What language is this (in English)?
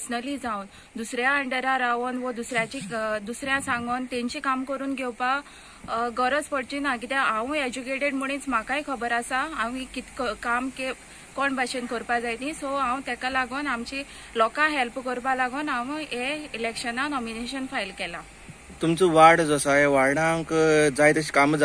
Konkani